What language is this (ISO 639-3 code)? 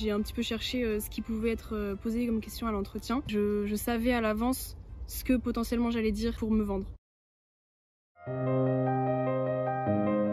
fra